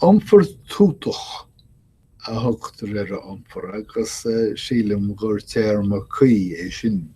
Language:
Irish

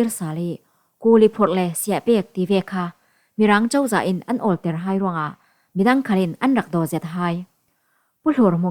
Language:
Falam Chin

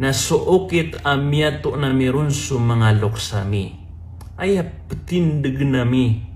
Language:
Maranao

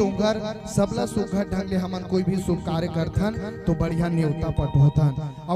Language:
Chhattisgarhi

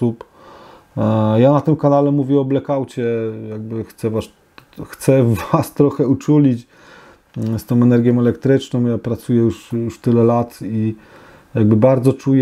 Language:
Polish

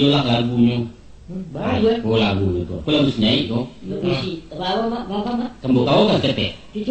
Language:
Minangkabau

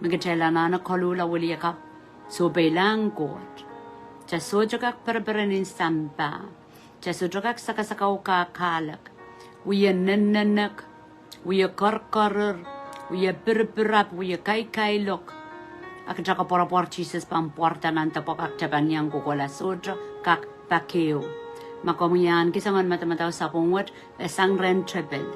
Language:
Pohnpeian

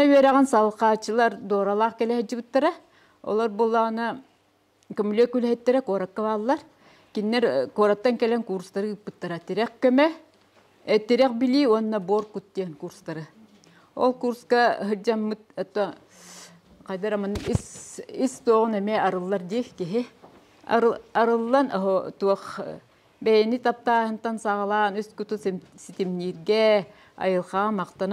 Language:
Yakut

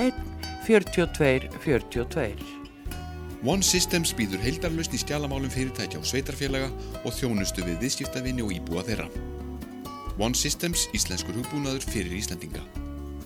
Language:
Icelandic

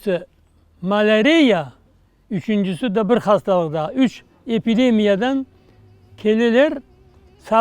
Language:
Crimean Tatar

